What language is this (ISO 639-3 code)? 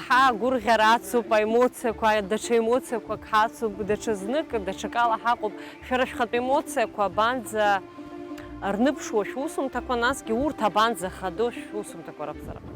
abk